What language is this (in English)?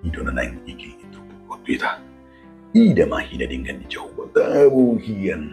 Batak Toba